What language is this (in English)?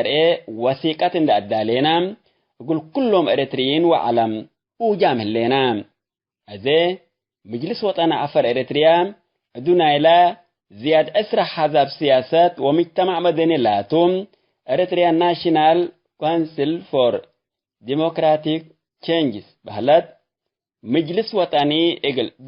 Tigre